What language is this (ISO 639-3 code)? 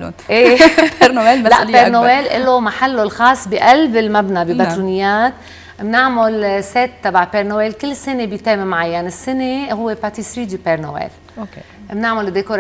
apc